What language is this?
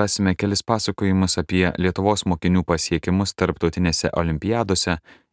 Lithuanian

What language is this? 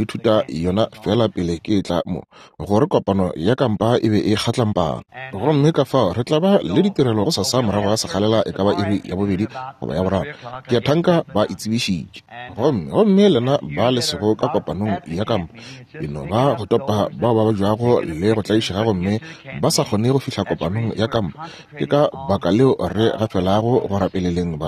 Northern Sotho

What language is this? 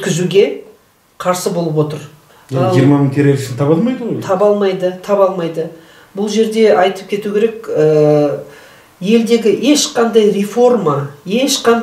Kazakh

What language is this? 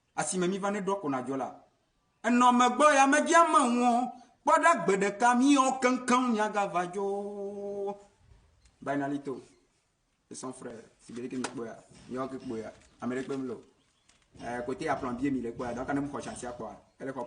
Ewe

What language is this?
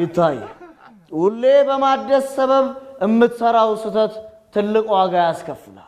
Amharic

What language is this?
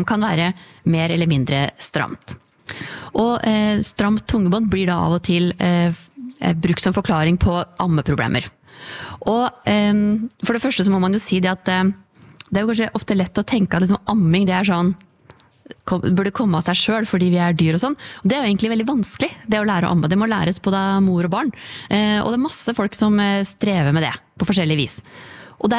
Norwegian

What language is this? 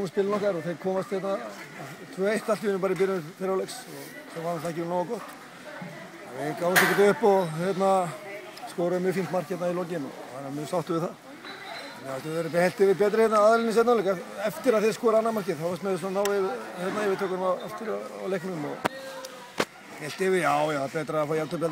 Icelandic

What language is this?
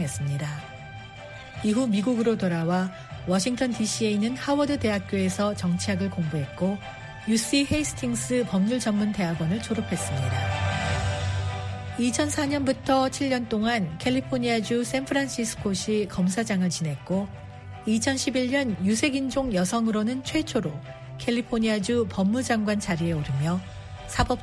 Korean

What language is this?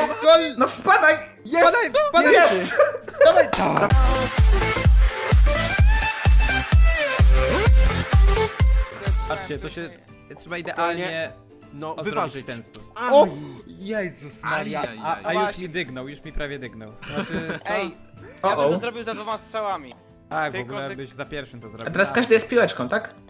Polish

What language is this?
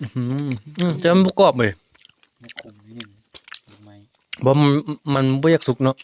Northeastern Thai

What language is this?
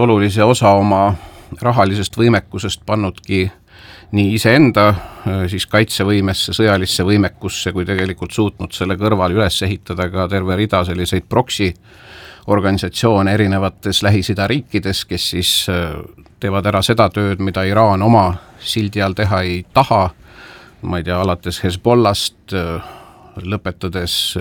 Estonian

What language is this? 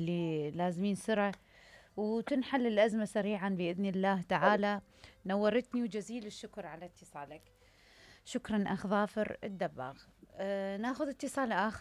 Mesopotamian Arabic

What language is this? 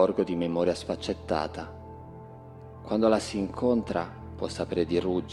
Italian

